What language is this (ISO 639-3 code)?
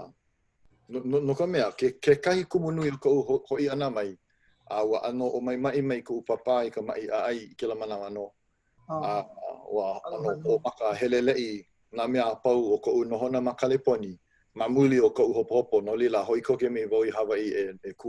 haw